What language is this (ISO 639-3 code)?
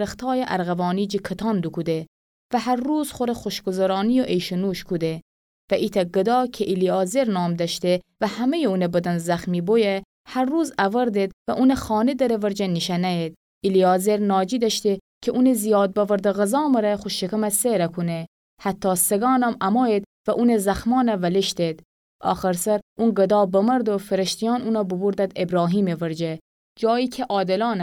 glk